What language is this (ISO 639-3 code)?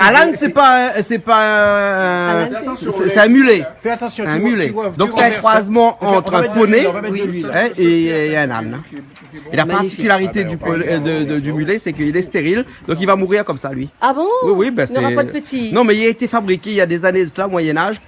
rcf